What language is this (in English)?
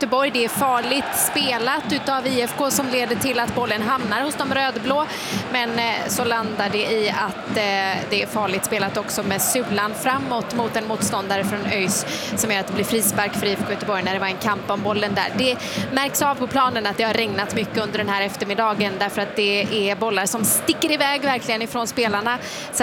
Swedish